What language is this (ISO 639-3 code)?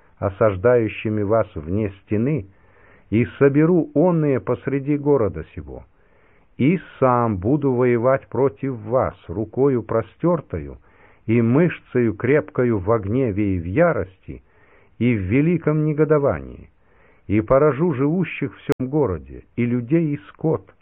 rus